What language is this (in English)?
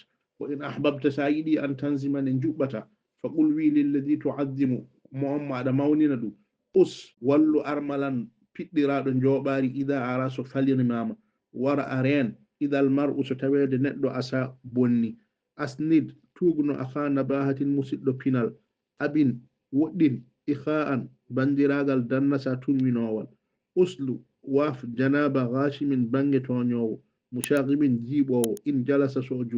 Fula